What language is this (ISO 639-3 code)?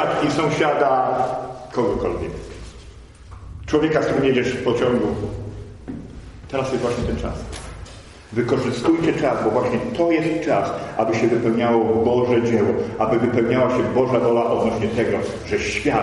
pol